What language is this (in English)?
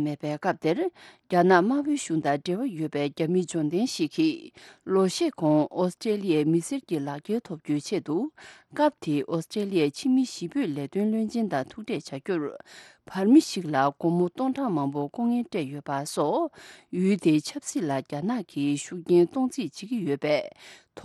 Tibetan